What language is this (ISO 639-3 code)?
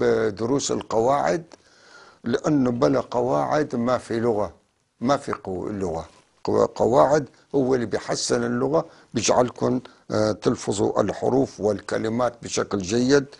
apc